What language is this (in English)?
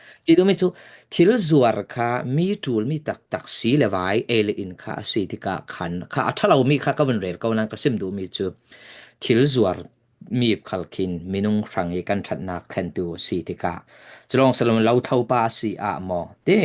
Falam Chin